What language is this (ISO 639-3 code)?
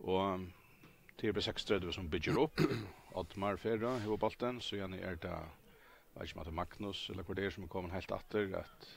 fao